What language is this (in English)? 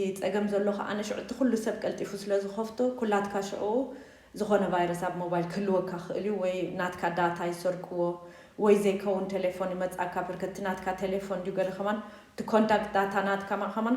Tigrinya